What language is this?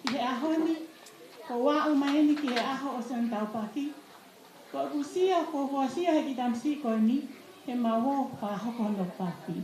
Tongan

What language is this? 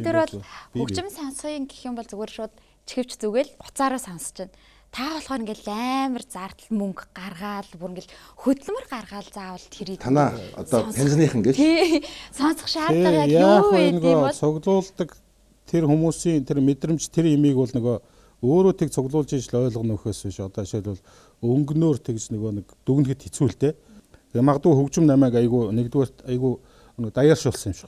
Mongolian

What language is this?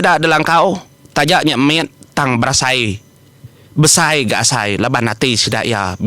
Iban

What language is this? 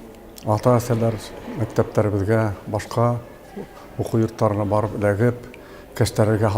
Bashkir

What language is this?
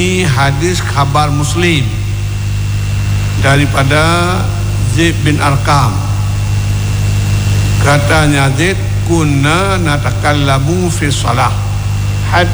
Malay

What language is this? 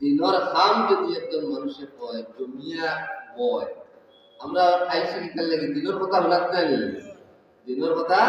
Sylheti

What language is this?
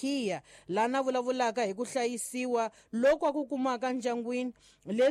Tsonga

